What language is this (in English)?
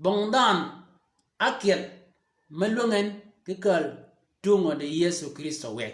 Shilluk